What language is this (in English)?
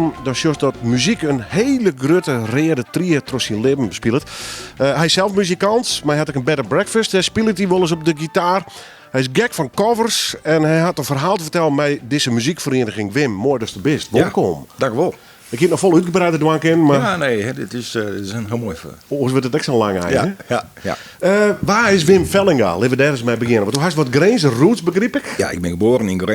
Western Frisian